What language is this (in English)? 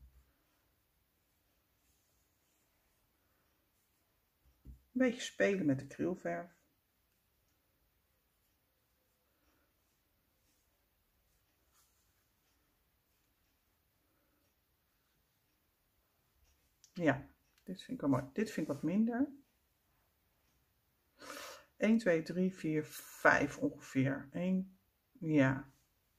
Dutch